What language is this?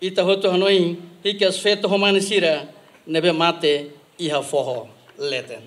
Tetum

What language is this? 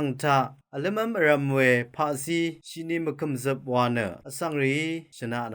Rawang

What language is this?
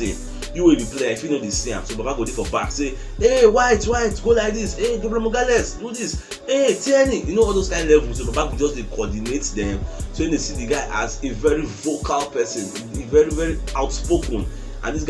Nigerian Pidgin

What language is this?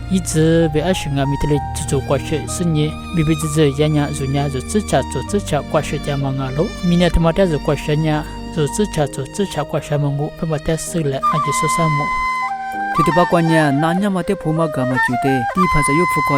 Lisu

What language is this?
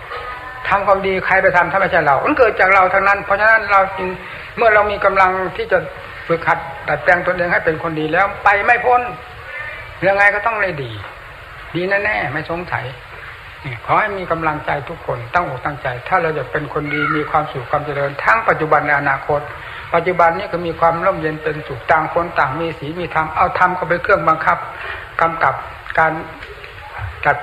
Thai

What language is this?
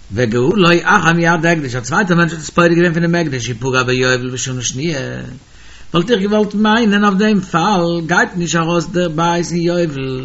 Yiddish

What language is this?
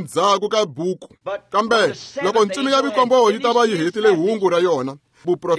Tsonga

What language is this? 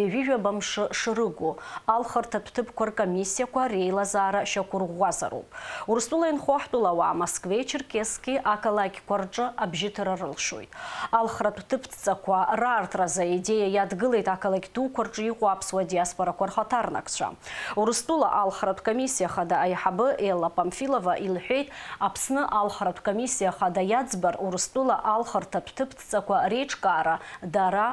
Abkhazian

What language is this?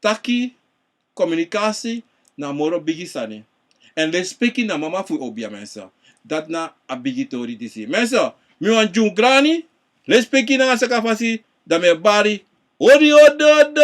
Sranan Tongo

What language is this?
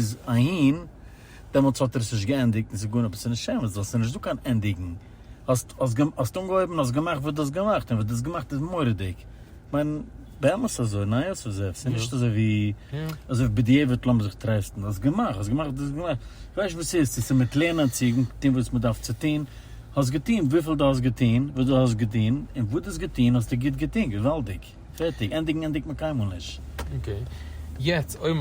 Yiddish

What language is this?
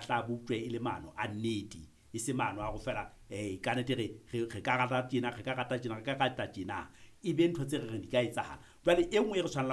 Southern Sotho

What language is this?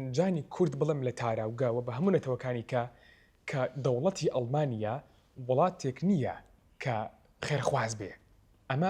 Central Kurdish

